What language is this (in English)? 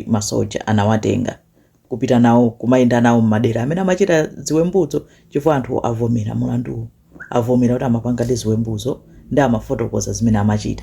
Nyanja